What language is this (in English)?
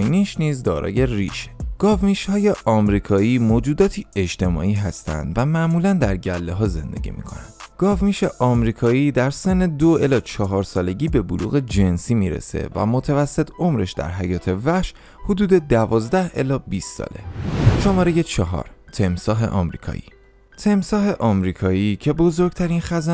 Persian